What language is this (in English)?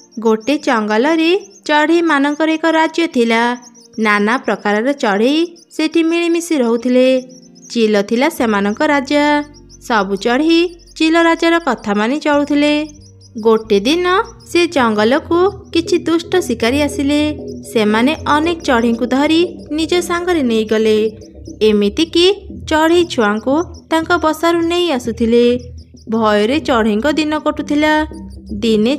Odia